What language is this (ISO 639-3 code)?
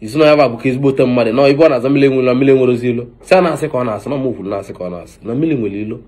ibo